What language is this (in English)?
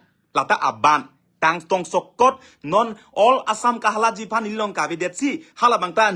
Karbi